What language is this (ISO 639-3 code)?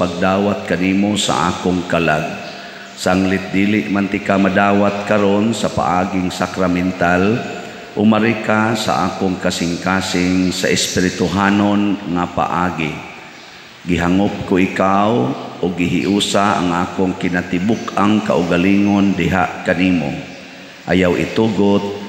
ceb